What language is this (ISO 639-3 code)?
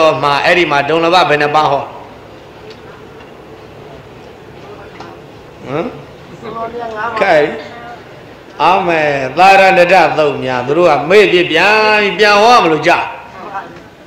mya